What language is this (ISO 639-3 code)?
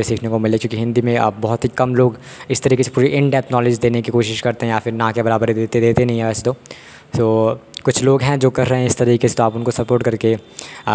hin